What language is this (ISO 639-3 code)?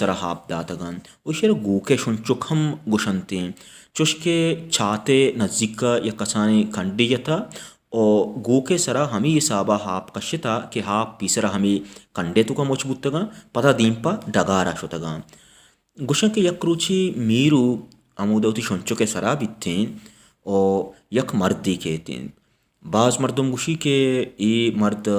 bal